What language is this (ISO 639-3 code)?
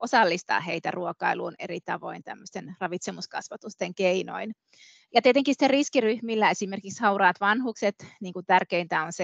fin